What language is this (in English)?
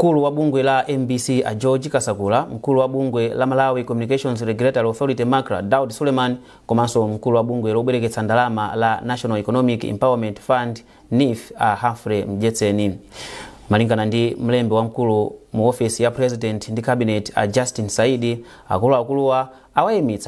Nyanja